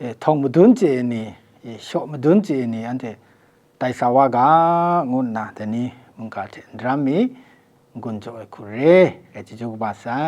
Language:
Kachin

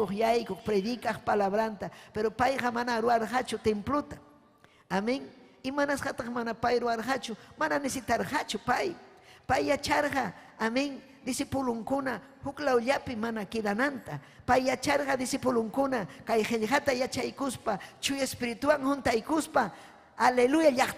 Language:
Ayacucho Quechua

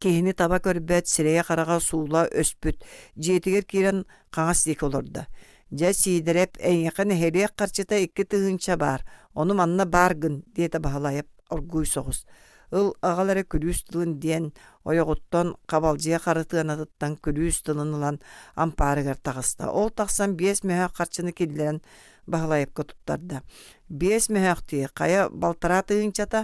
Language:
Yakut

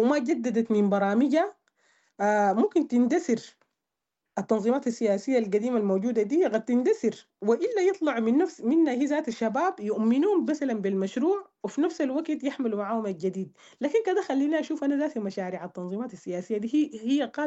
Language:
Sudanese Arabic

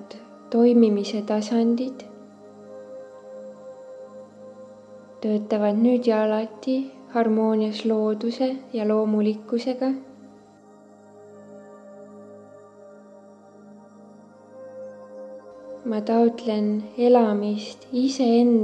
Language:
Estonian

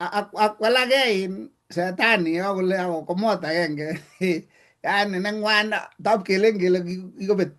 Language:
Kalenjin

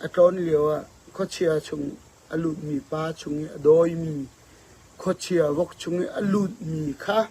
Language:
Falam Chin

